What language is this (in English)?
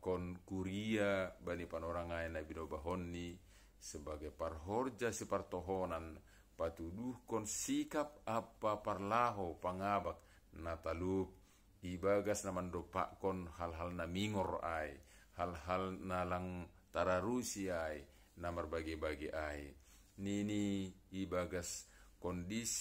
Batak Simalungun